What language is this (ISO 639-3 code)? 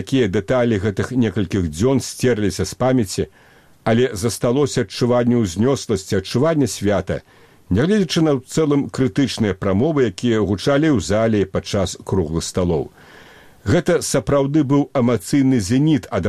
bel